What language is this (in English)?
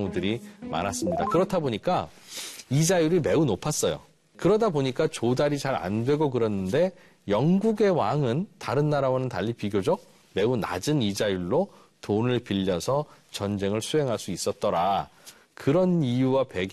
Korean